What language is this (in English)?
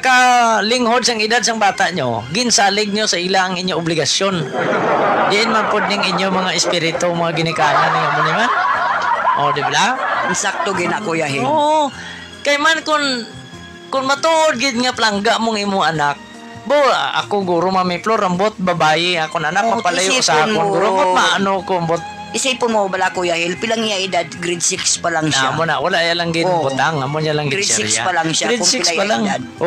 Hiligaynon